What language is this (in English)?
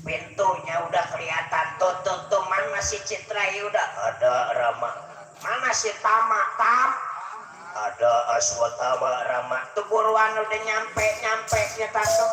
Betawi